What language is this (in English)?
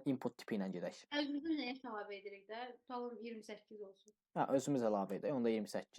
Azerbaijani